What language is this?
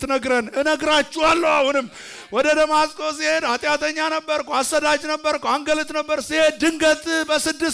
Amharic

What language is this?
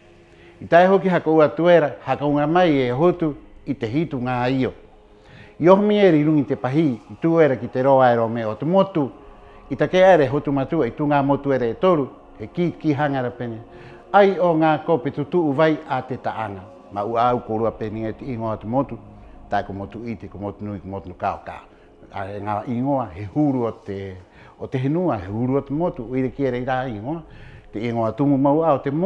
Rapanui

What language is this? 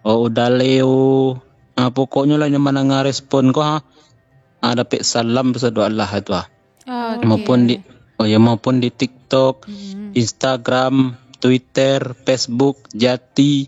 Minangkabau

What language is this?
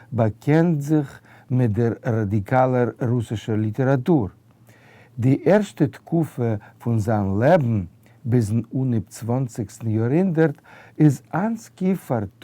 Yiddish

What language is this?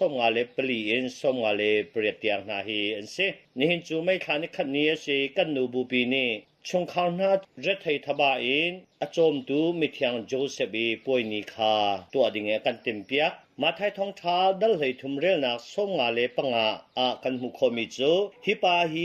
Hakha Chin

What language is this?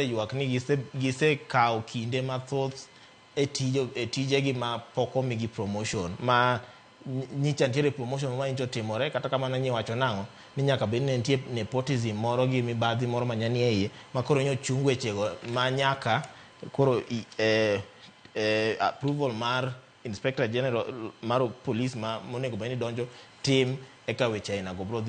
Luo (Kenya and Tanzania)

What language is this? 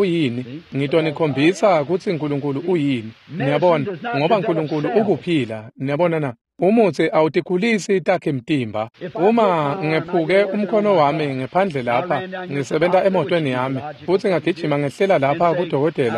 Swati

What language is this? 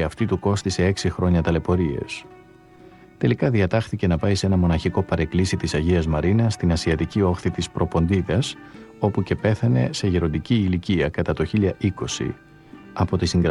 Greek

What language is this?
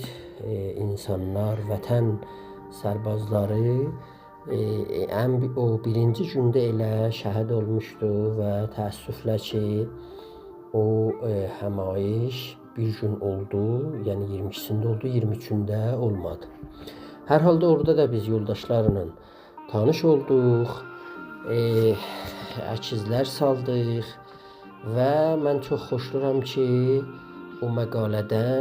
South Azerbaijani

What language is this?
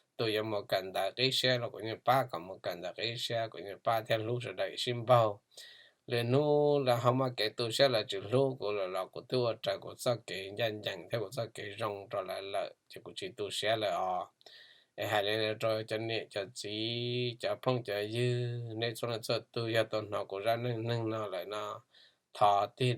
Hmong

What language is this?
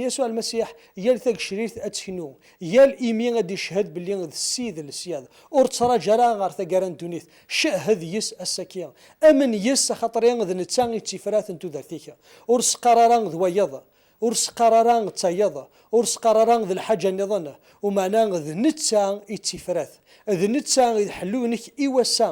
Kabyle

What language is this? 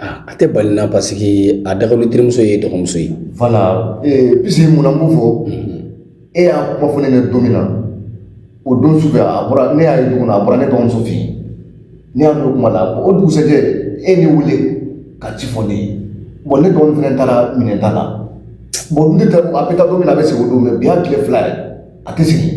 Bambara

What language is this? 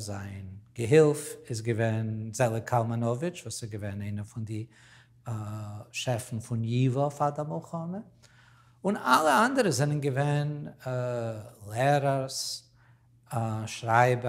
Yiddish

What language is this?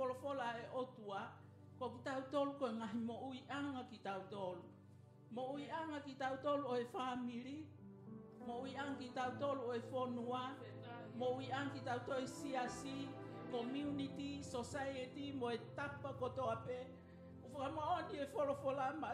Tongan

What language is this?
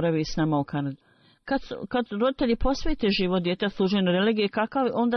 Bosnian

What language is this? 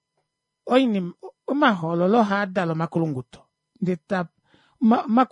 Kuanyama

